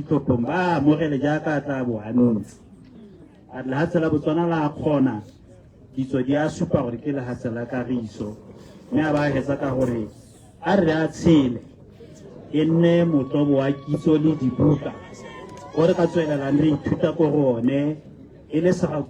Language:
Tswana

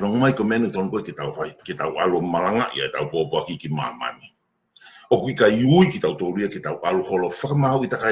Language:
Tongan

